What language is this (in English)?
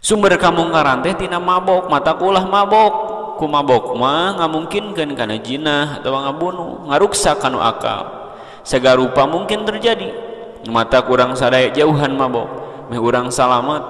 Sundanese